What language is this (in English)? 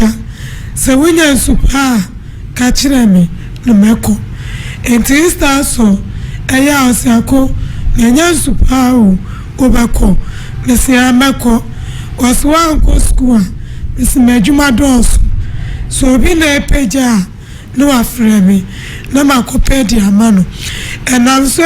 Akan